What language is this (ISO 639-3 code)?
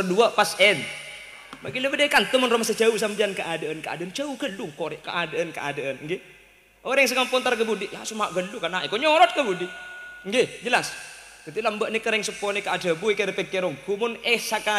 mad